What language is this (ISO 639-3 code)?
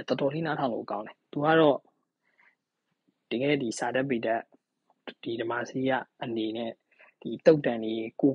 mya